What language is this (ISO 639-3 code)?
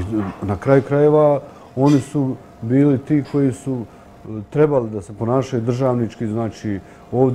bos